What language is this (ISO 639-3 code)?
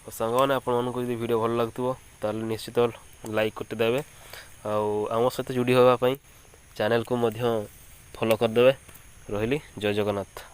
ori